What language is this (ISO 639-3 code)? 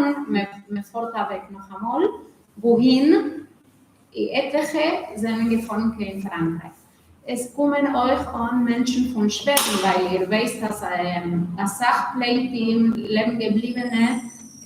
yid